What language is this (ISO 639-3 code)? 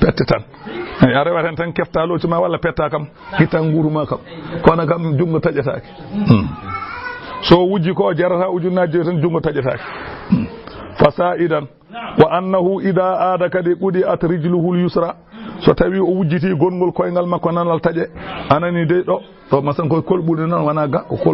ful